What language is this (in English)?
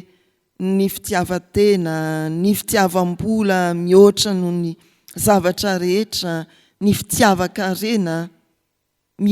Malagasy